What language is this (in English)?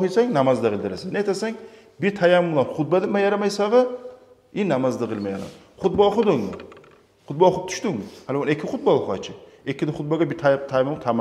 Kumyk